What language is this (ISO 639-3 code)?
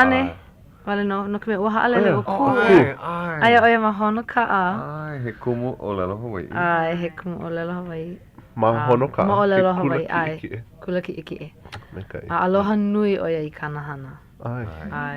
haw